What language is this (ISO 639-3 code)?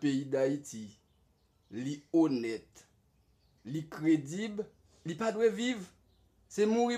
hat